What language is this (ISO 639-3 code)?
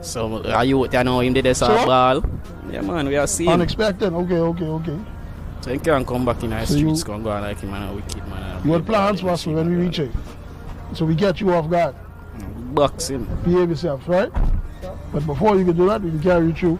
jam